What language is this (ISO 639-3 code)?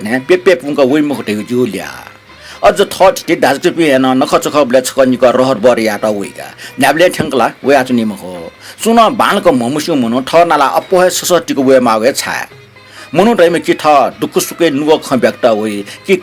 new